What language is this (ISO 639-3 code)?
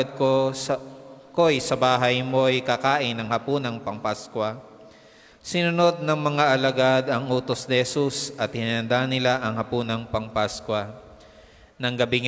fil